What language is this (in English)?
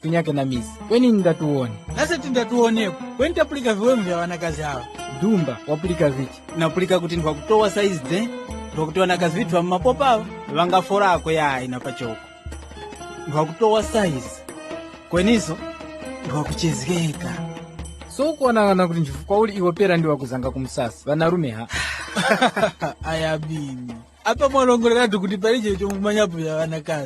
Tumbuka